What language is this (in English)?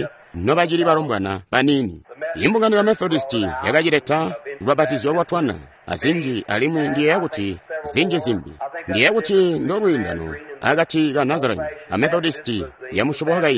Tonga (Zambia)